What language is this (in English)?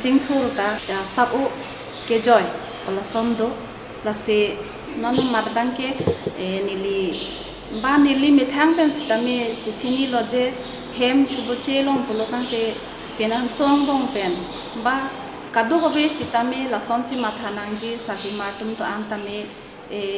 Karbi